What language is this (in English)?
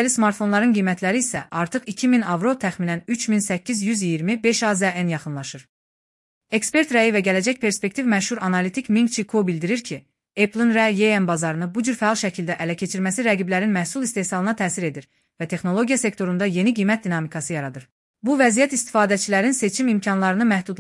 Azerbaijani